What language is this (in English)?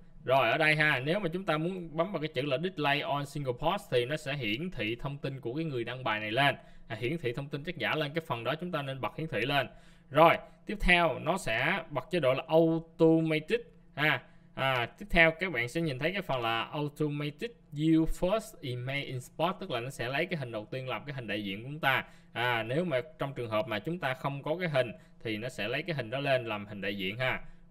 Vietnamese